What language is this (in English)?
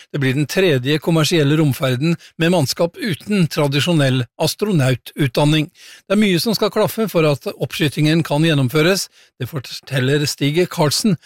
Norwegian